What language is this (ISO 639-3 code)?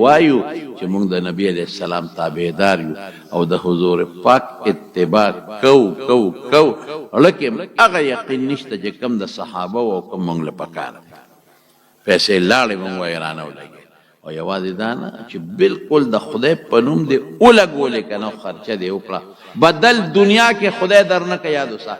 pus